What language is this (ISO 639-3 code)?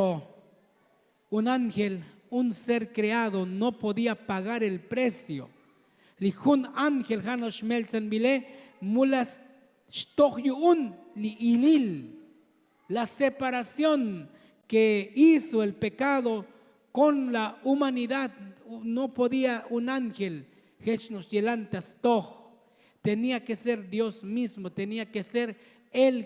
tzo